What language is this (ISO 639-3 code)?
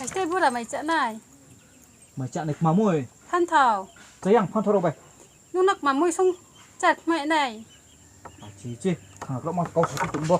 ria